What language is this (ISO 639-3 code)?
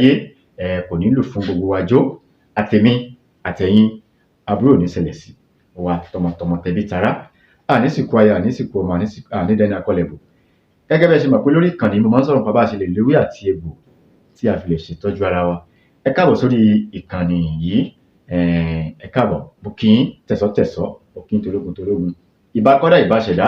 yor